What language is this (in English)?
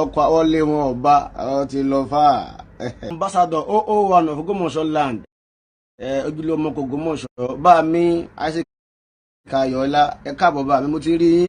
Yoruba